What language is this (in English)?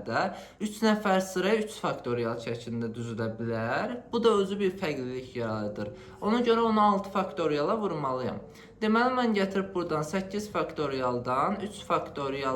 Azerbaijani